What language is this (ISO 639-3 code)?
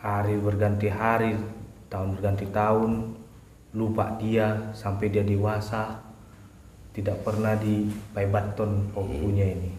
bbc